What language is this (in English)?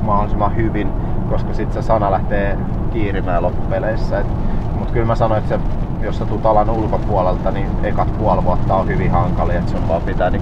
Finnish